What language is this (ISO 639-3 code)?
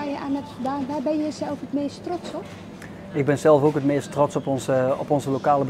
nld